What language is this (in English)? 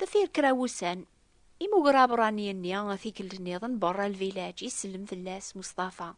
Kabyle